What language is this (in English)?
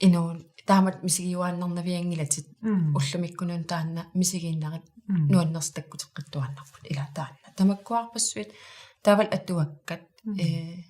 Kalaallisut